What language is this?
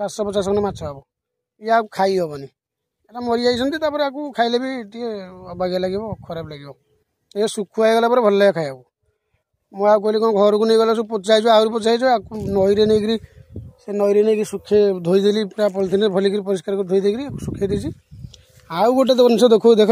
Odia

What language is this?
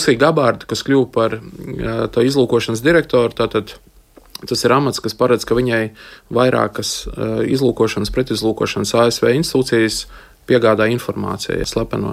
Latvian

